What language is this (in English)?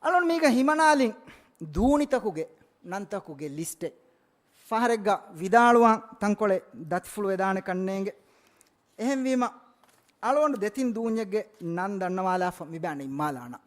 Divehi